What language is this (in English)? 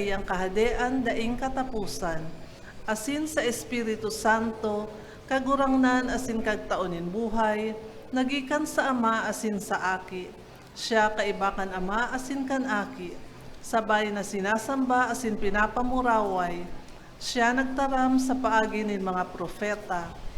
Bikol